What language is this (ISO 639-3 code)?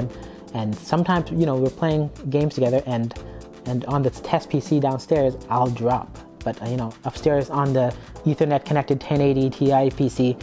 eng